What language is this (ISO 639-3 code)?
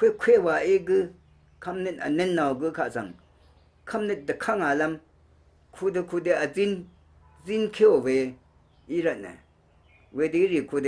raw